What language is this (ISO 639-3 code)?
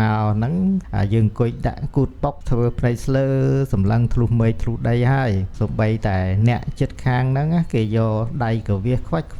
khm